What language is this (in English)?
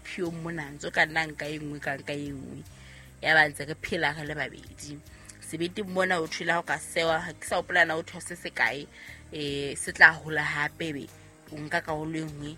Southern Sotho